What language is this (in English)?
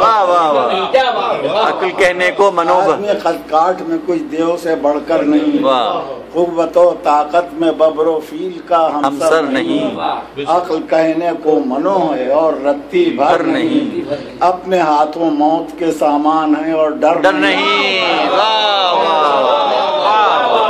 Urdu